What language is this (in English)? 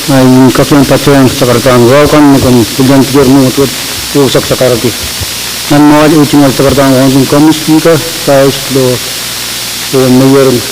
Pohnpeian